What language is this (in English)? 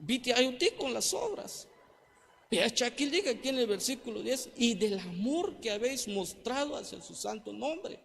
Tzeltal